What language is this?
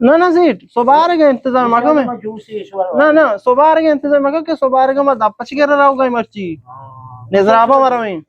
Eastern Balochi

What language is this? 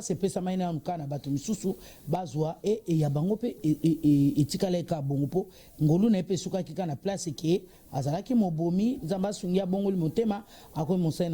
Lingala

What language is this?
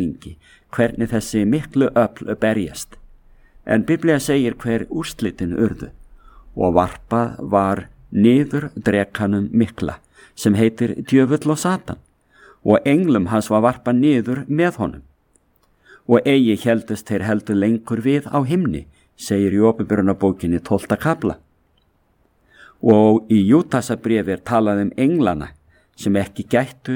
Icelandic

